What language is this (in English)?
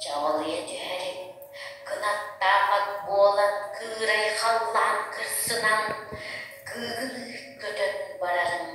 Yakut